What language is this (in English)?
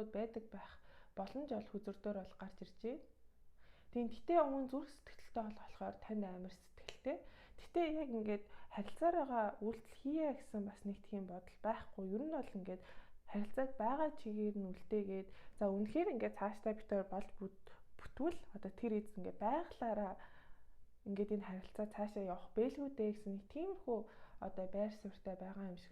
Mongolian